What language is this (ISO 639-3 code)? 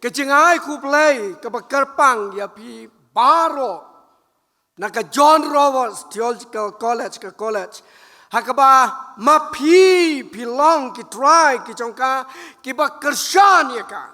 kha